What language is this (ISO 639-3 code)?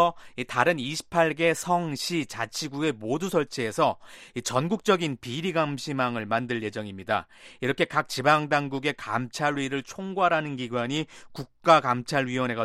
kor